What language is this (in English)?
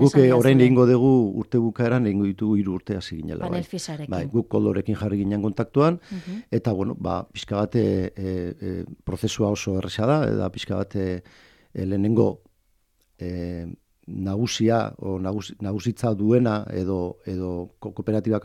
Basque